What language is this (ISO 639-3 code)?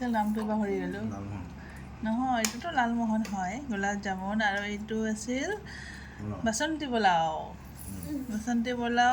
asm